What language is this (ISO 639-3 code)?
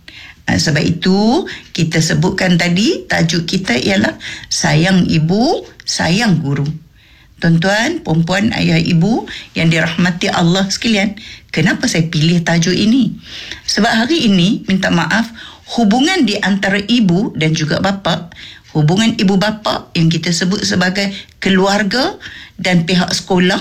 msa